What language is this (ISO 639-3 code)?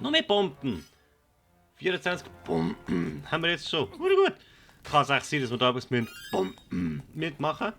gsw